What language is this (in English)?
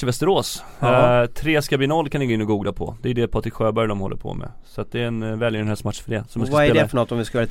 Swedish